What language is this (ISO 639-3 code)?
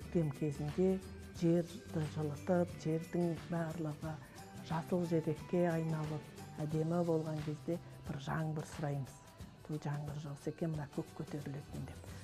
kaz